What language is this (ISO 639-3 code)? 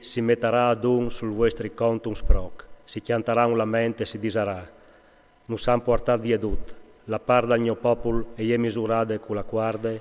fur